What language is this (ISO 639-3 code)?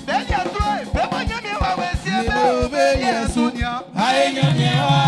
bci